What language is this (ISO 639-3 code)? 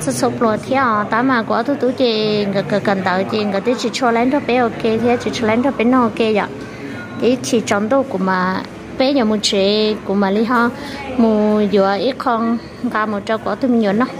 hmn